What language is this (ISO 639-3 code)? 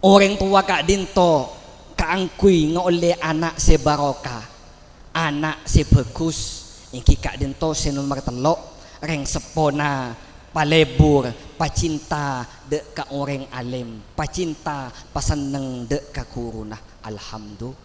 mad